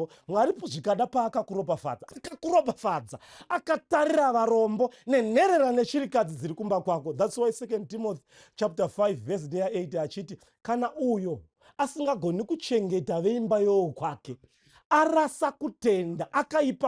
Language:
Shona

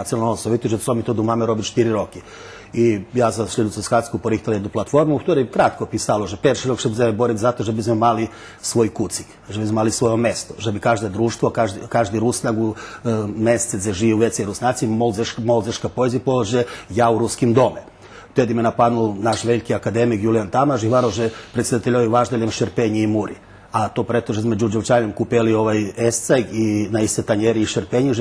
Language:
Rusyn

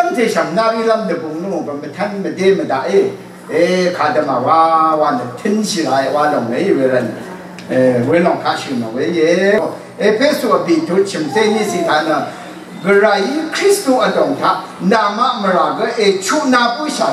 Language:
Rawang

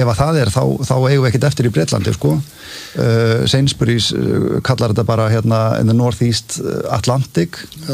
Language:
Icelandic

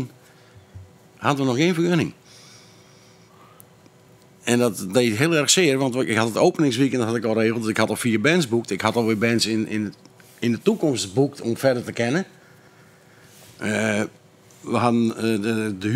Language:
Dutch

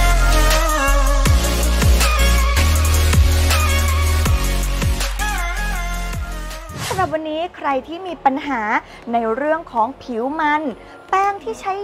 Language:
Thai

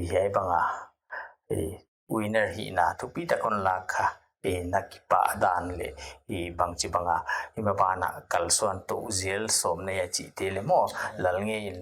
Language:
Paite Chin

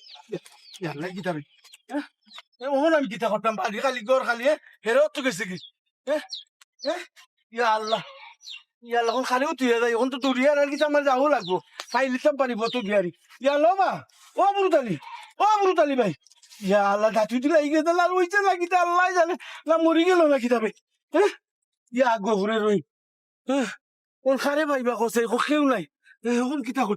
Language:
Sylheti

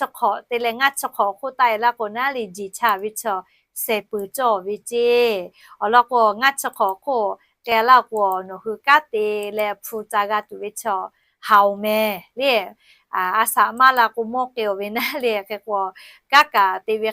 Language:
Lahu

